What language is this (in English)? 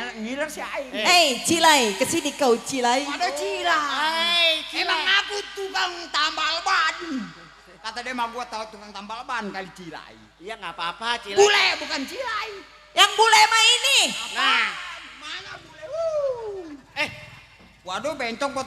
Betawi